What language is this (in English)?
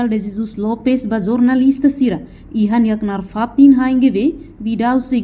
Tetum